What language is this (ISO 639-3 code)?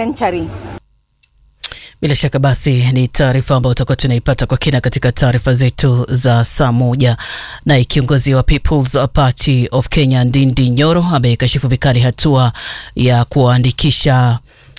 swa